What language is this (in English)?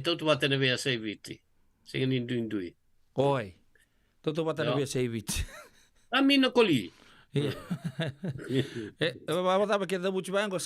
Fijian